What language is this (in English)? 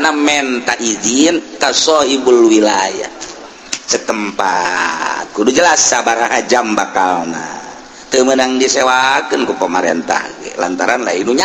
Sundanese